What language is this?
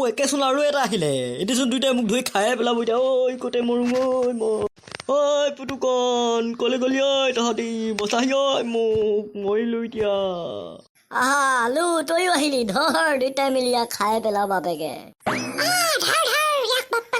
Assamese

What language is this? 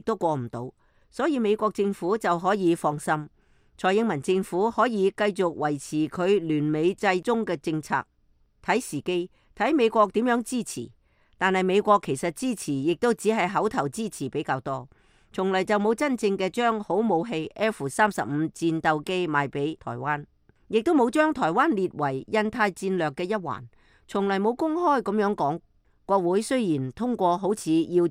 Cantonese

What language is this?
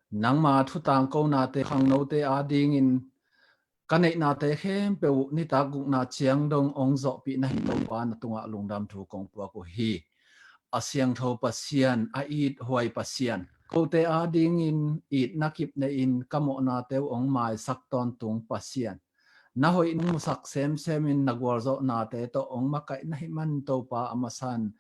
Tedim Chin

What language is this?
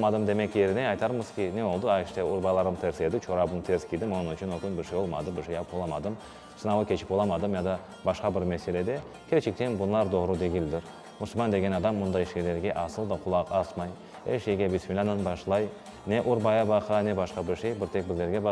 Crimean Tatar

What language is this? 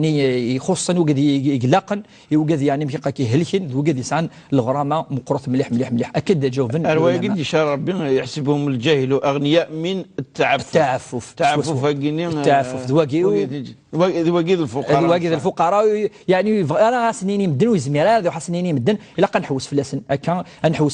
Kabyle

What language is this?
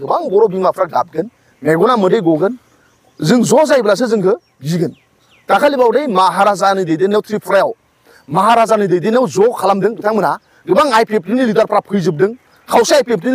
Bodo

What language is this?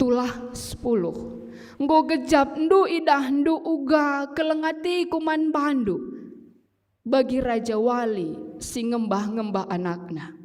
Batak Karo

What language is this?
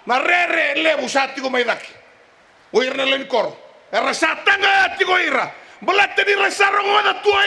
Fijian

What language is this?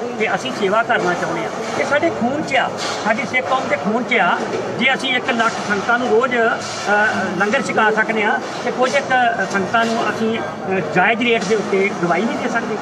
Punjabi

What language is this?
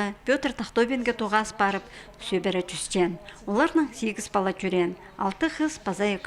Khakas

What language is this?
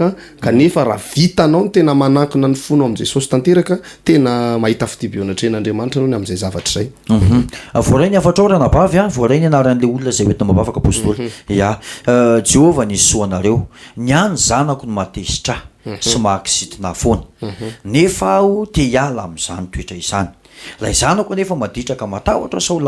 Malagasy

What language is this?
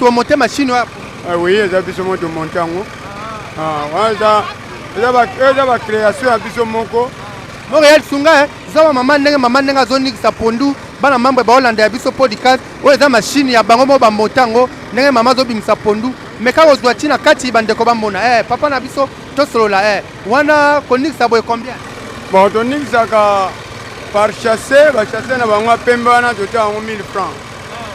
Lingala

